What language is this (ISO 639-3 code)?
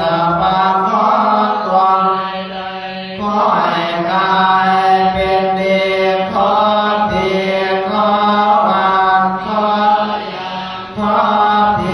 pli